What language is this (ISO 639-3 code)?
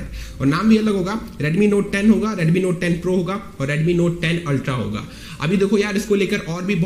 hin